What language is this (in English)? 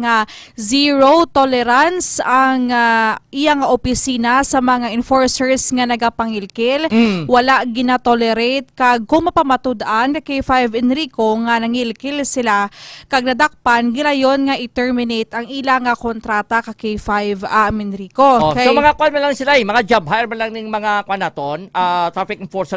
Hiligaynon